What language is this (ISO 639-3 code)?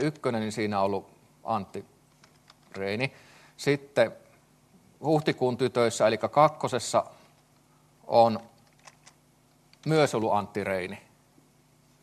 fin